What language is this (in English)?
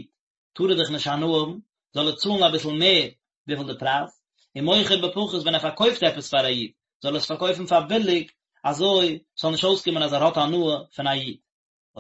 Yiddish